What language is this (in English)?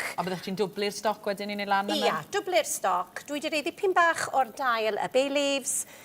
Welsh